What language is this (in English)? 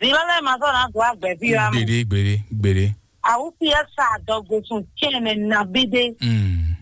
Fon